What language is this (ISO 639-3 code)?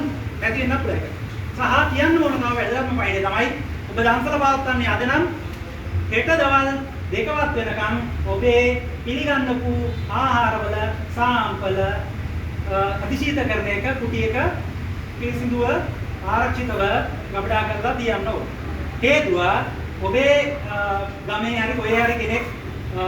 sin